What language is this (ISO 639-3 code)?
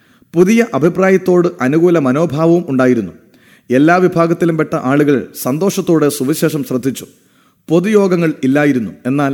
mal